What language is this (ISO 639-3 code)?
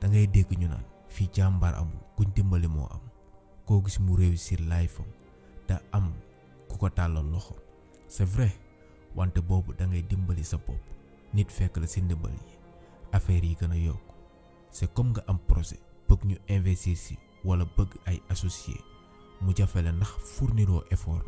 wol